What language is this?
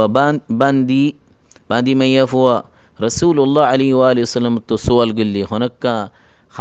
Rohingya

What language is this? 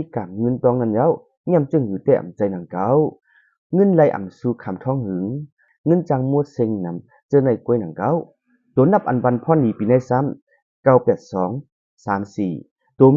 Shan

